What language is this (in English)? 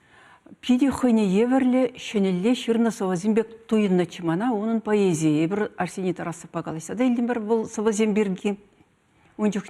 Chuvash